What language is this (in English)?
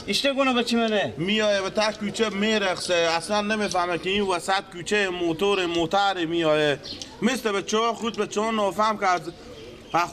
Persian